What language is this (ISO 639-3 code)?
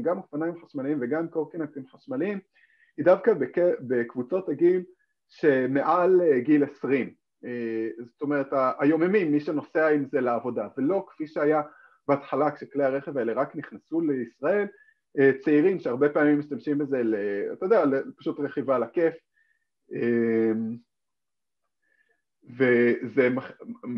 heb